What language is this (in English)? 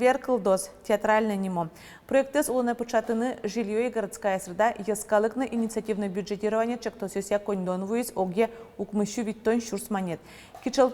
Udmurt